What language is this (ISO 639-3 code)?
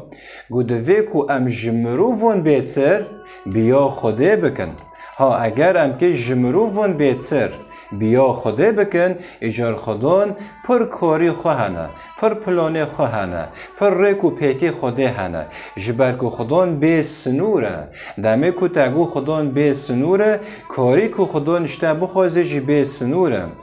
kur